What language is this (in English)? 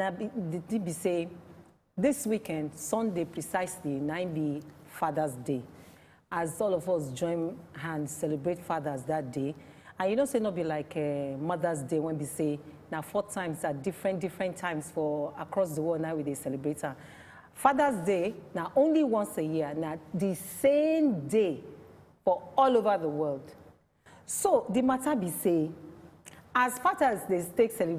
Nigerian Pidgin